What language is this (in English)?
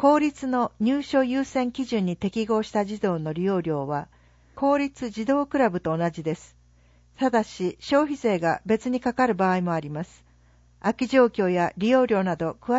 Japanese